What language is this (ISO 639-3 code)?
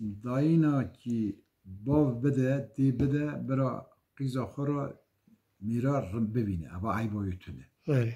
kur